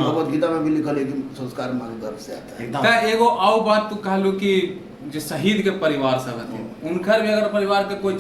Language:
Magahi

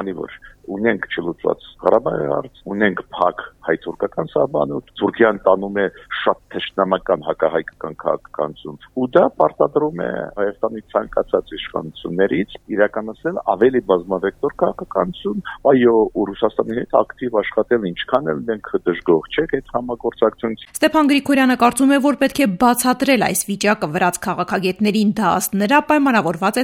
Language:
Armenian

